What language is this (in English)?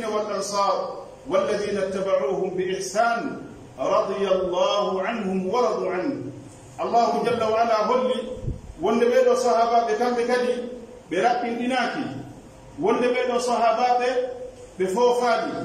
Pular